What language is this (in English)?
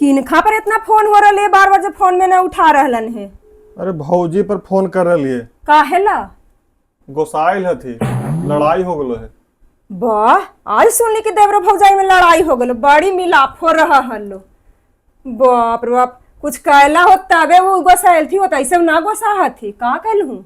Magahi